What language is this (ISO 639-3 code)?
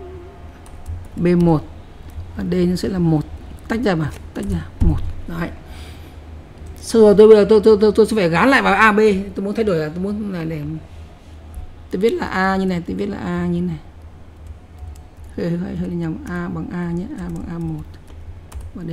vie